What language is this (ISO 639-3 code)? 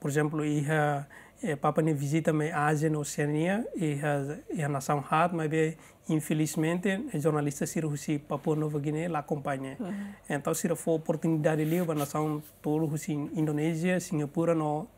tet